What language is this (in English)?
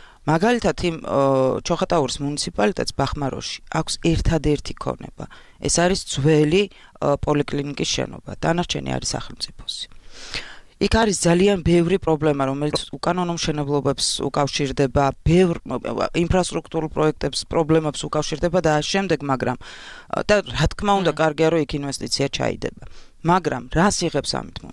Georgian